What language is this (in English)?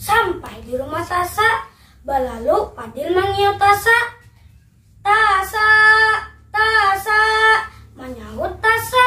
Banjar